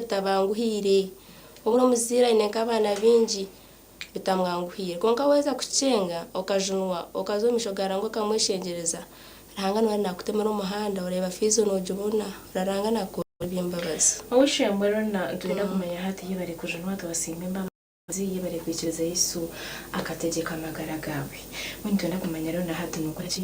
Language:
Nyankole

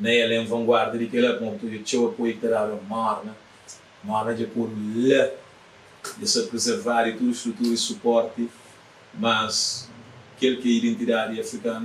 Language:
Kabuverdianu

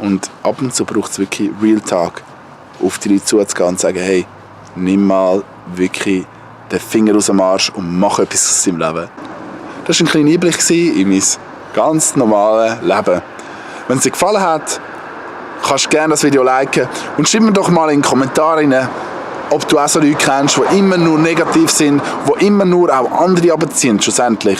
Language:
Swiss German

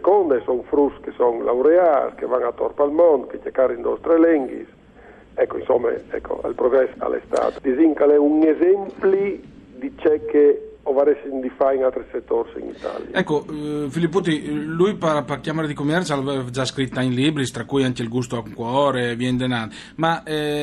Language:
Friulian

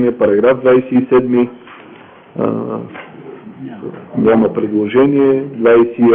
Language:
Bulgarian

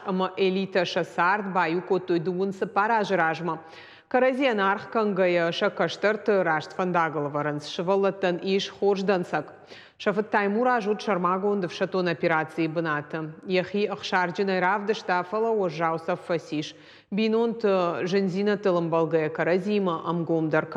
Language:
Ossetic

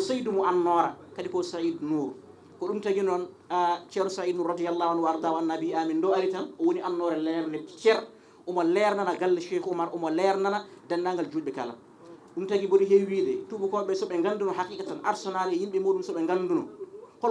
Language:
Fula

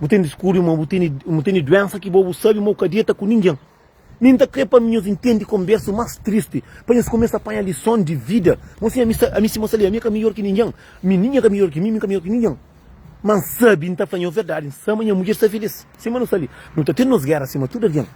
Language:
Kabuverdianu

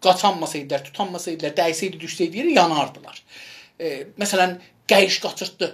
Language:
South Azerbaijani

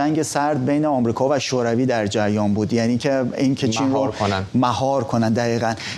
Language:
Persian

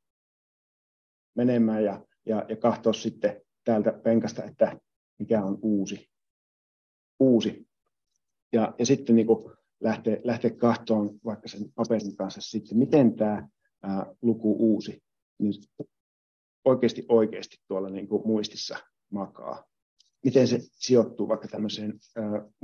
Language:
Finnish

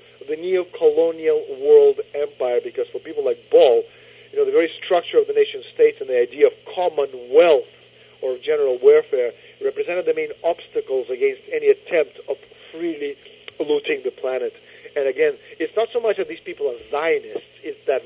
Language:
English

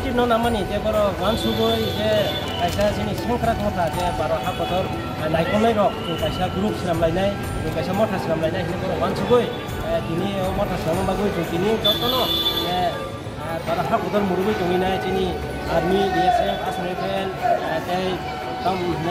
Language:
Kok Borok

